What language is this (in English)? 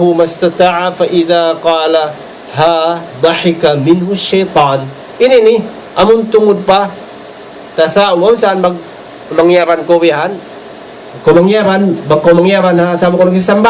Tausug